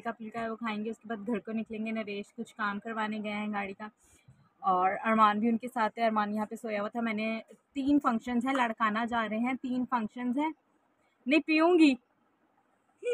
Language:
Hindi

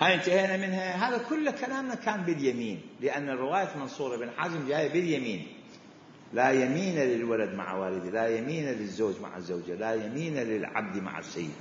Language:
Mesopotamian Arabic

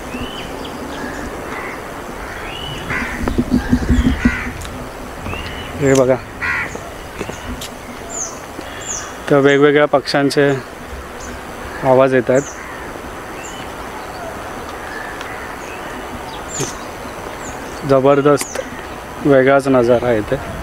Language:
Marathi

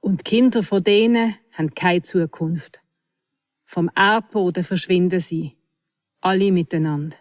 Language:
Swiss German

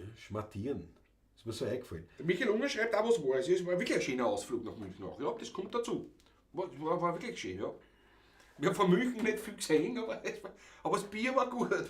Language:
Bavarian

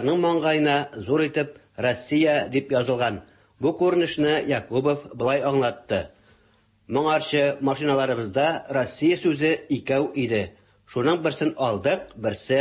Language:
Tatar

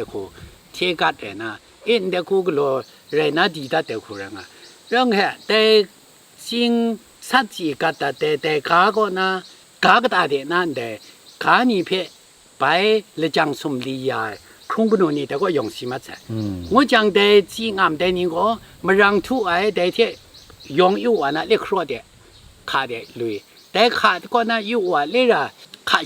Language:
Kachin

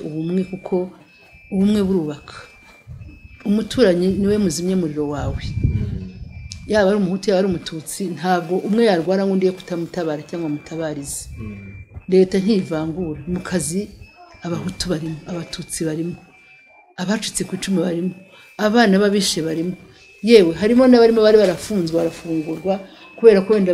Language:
Kinyarwanda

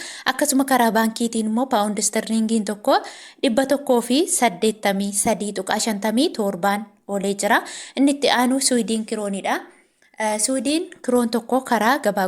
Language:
Oromo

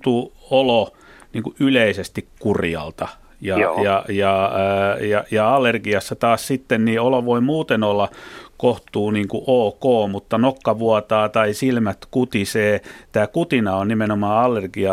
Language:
Finnish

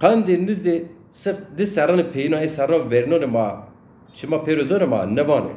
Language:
Zaza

